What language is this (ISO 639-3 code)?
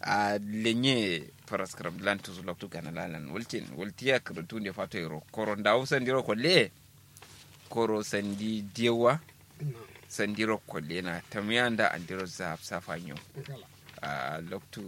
kau